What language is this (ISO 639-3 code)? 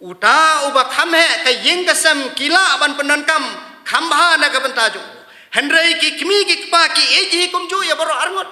kha